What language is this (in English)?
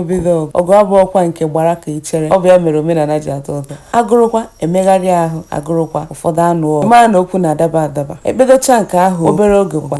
Igbo